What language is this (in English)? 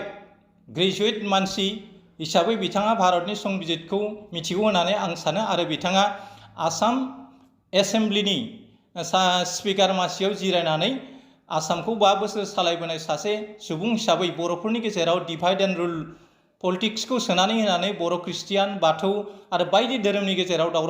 Bodo